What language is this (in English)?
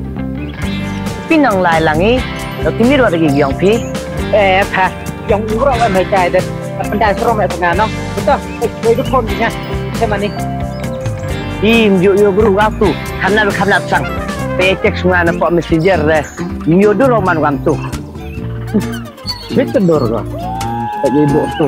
Malay